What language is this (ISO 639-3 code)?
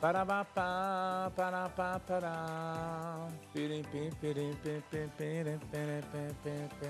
yid